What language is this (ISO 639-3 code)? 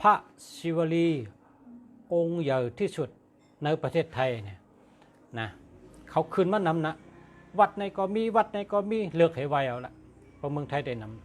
shn